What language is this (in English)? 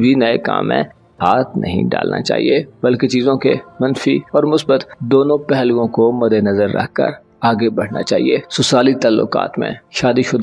Urdu